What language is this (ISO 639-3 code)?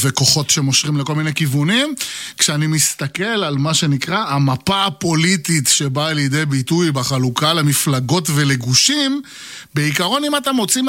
heb